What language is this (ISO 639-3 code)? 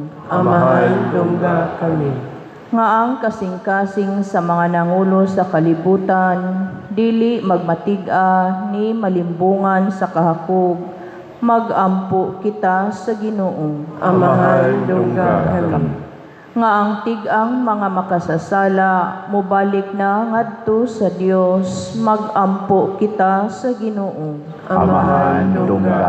ceb